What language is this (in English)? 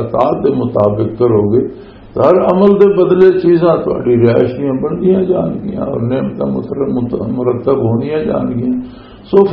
Western Panjabi